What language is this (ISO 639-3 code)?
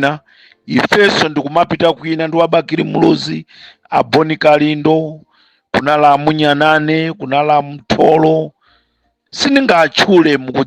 nya